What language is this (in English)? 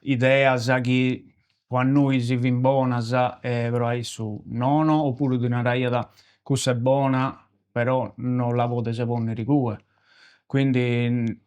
Sardinian